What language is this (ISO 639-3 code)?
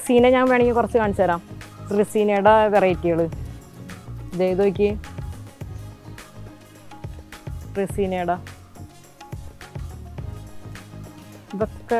mal